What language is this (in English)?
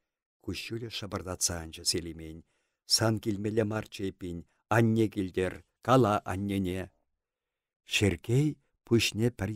Chuvash